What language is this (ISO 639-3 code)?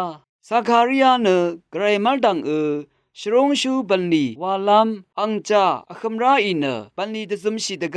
raw